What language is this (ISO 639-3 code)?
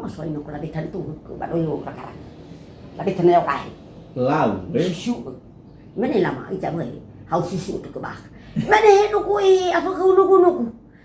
nia